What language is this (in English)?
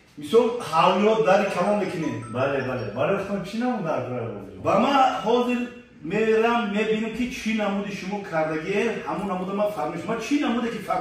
Tajik